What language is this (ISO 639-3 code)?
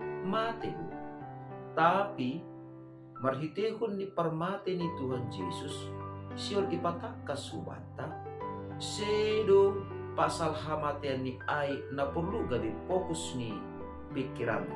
bts